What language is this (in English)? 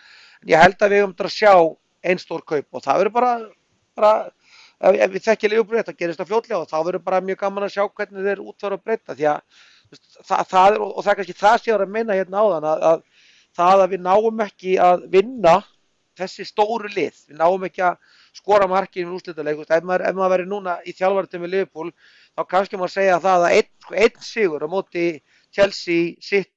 Icelandic